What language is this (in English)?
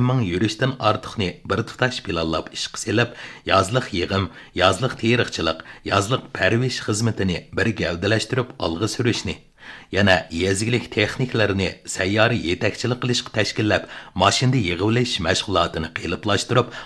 Uyghur